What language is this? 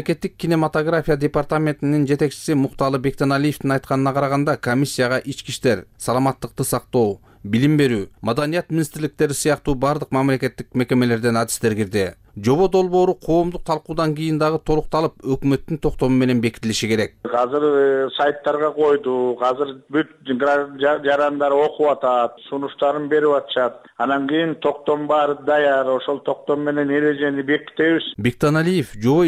Kyrgyz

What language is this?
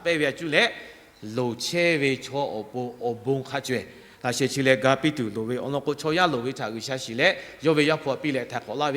Lahu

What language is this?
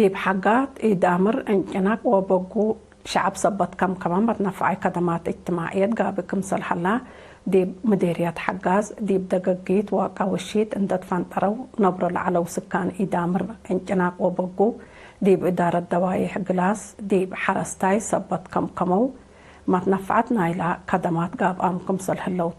Tigre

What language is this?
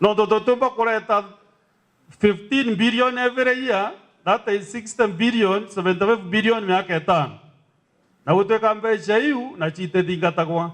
Meru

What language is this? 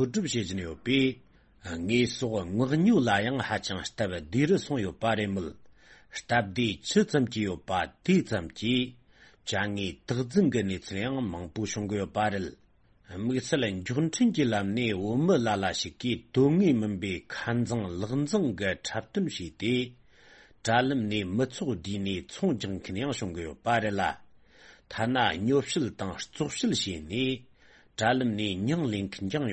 Tibetan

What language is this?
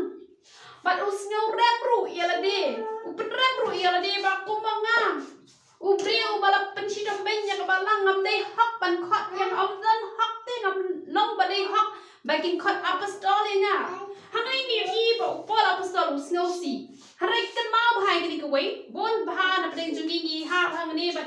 Khasi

